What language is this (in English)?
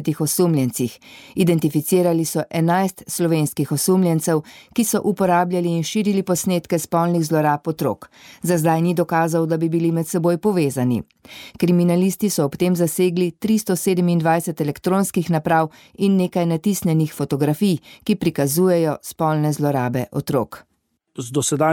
Slovenian